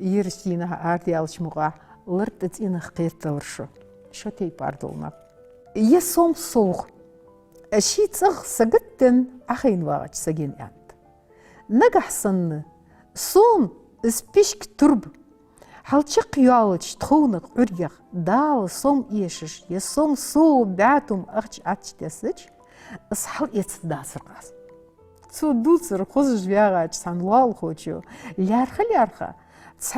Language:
Ingush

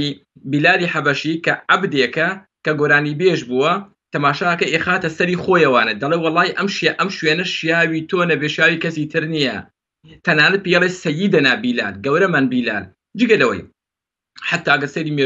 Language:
Central Kurdish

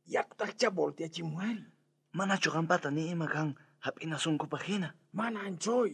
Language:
South Bolivian Quechua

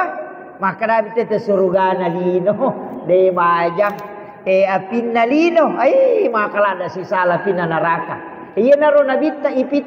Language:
Buginese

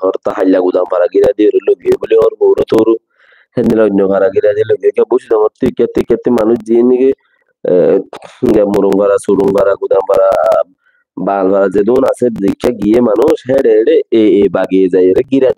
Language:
Rohingya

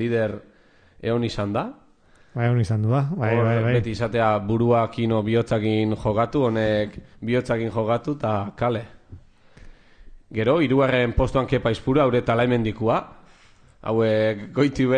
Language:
Basque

